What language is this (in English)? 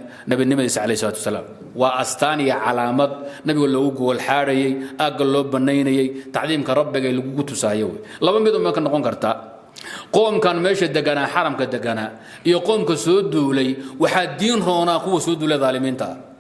Somali